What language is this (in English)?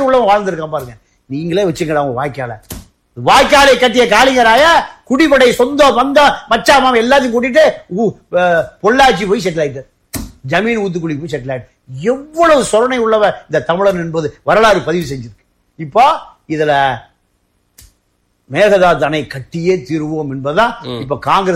Tamil